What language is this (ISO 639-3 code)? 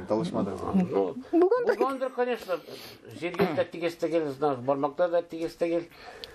tat